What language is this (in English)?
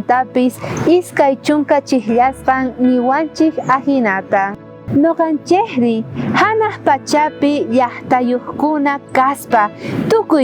South Bolivian Quechua